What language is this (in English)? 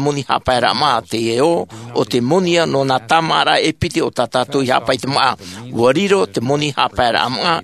Tahitian